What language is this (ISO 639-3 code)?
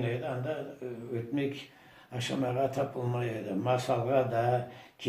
crh